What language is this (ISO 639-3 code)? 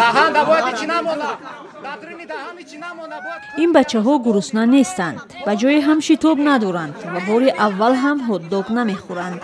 tgk